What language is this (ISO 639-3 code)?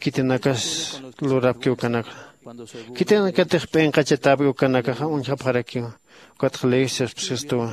aym